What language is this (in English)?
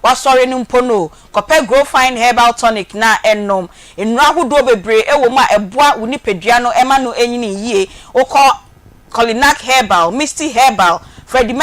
Akan